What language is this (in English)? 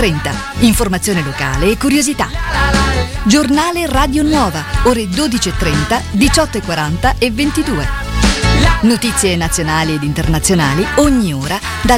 Italian